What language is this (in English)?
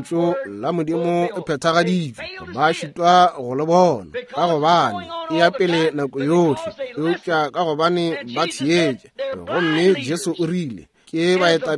Northern Sotho